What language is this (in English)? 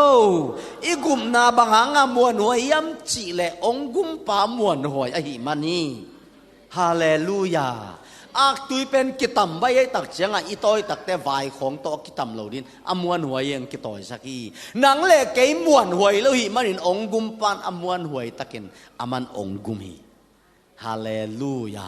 Tedim Chin